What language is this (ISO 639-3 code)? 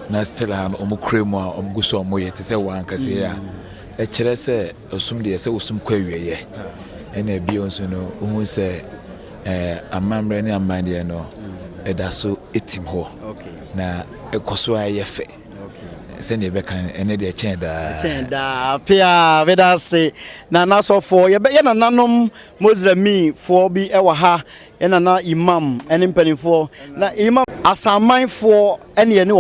aka